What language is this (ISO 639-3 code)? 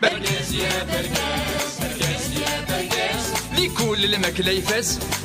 kab